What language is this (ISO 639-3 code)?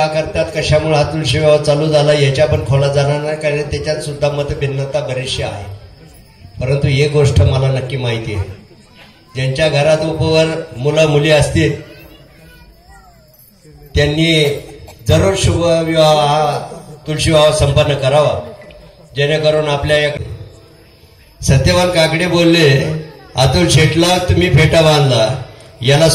mar